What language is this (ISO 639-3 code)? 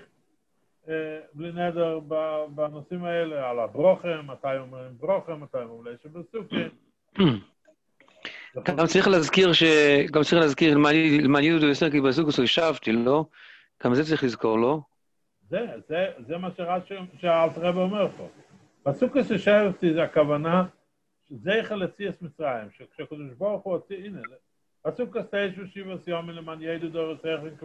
heb